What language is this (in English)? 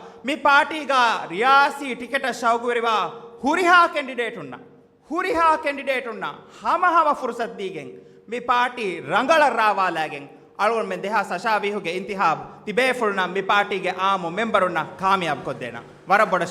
Divehi